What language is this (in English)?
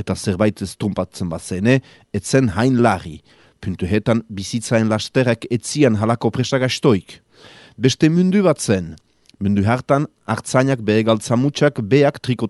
Basque